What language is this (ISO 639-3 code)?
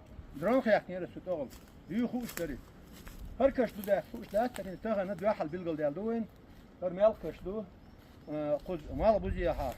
che